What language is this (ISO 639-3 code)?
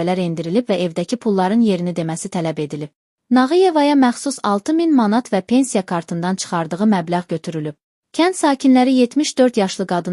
aze